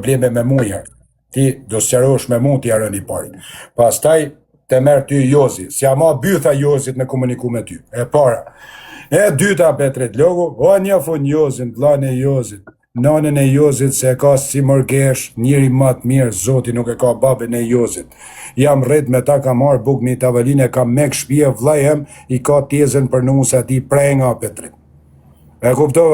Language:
Albanian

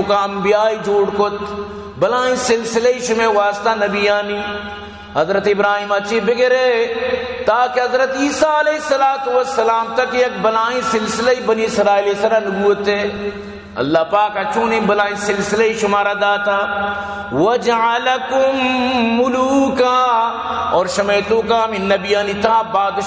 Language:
Baluchi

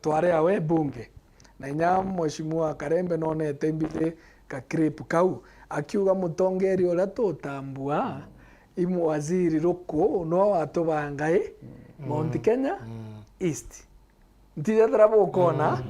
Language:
Meru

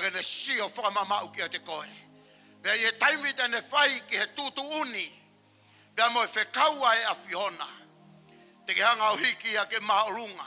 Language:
Tongan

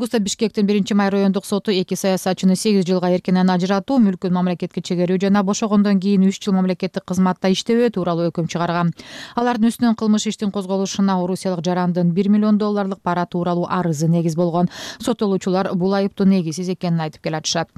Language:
Kyrgyz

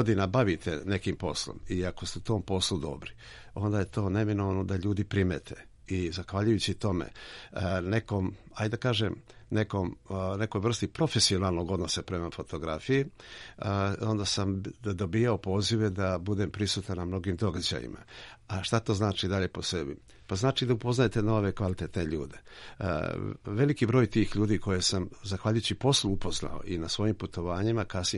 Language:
Serbian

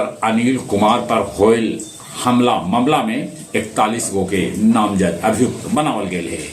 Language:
Magahi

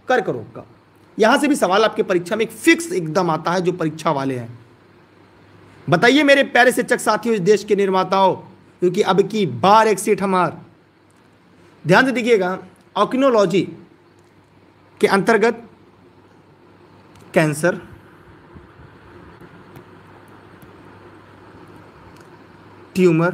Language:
Hindi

